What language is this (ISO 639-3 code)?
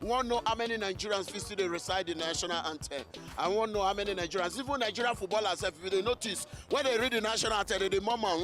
pcm